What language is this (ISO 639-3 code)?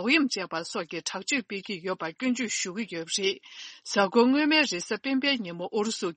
bod